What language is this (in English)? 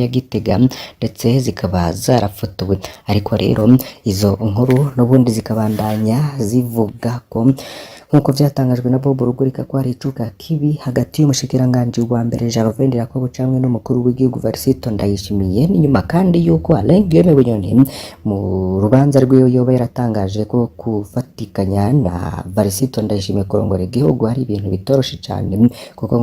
Rundi